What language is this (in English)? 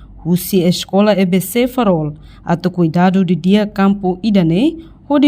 Tetum